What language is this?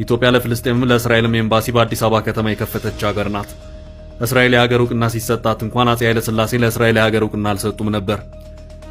Amharic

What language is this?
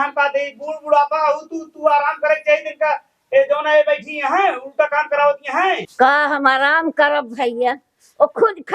Awadhi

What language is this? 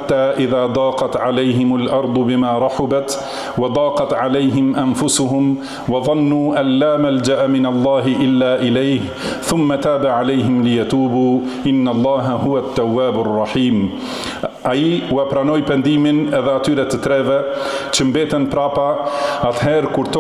Albanian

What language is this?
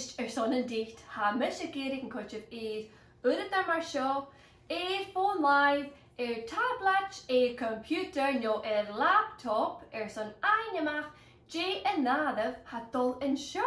Scottish Gaelic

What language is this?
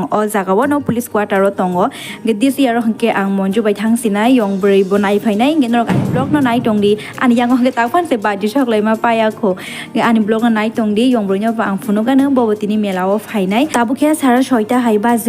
Kok Borok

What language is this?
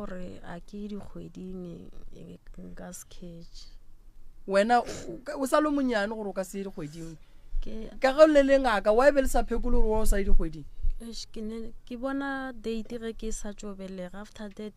Northern Sotho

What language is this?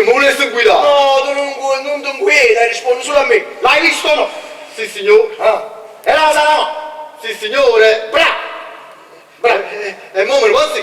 Neapolitan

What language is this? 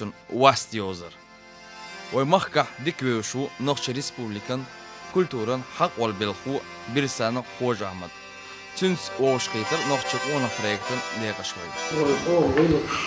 Chechen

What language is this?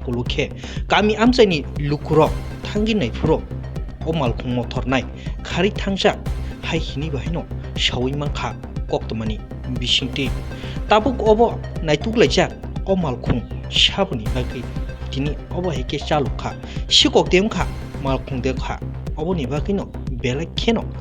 Kok Borok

